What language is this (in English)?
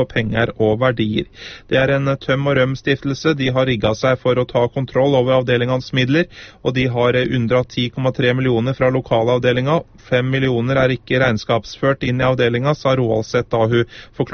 Norwegian